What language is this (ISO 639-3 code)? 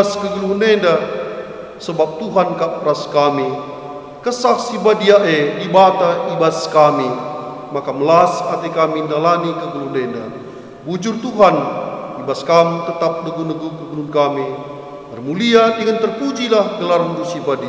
btx